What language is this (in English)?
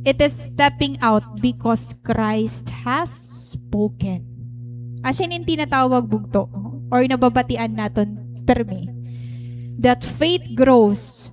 Waray